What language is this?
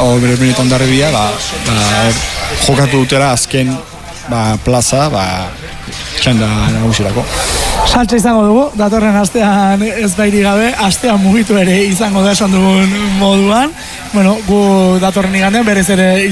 Basque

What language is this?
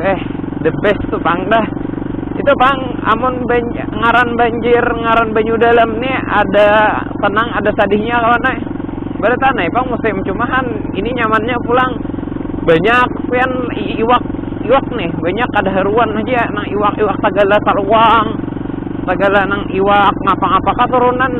Banjar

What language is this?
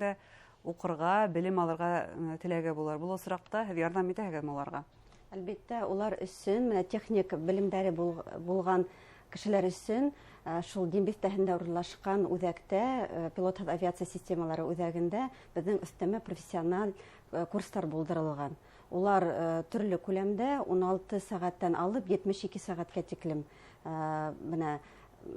Bashkir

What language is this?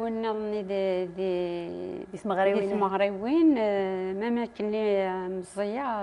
Kabyle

